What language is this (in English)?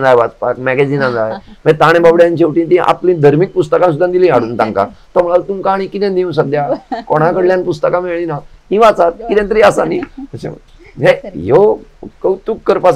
Konkani